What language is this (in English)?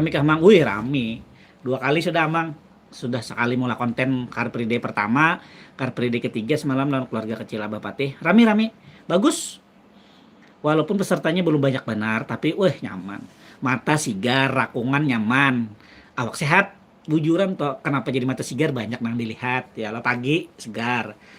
Banjar